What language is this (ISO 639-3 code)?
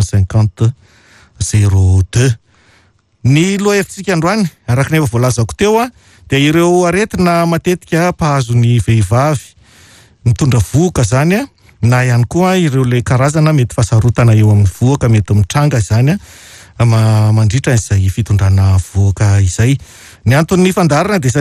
mlg